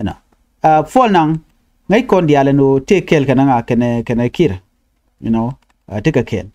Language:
Nuer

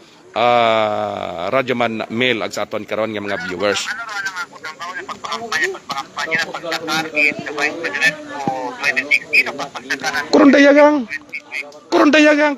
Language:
Hiligaynon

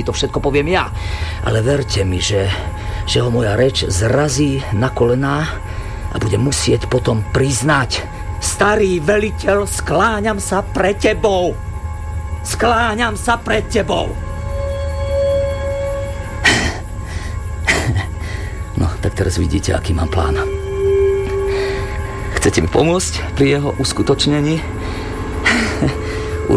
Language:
Slovak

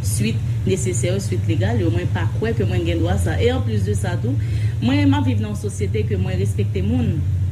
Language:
Haitian Creole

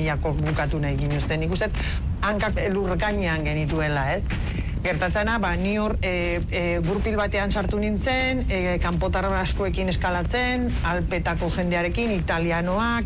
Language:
Basque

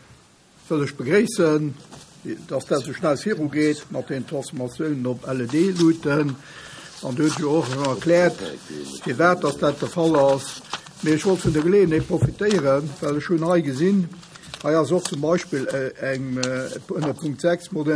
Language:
Luxembourgish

